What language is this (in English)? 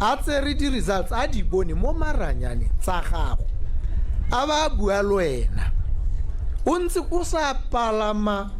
Tswana